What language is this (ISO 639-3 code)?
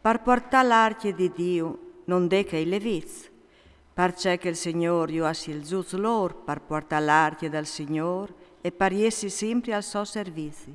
fur